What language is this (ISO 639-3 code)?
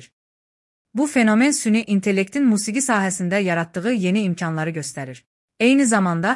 aze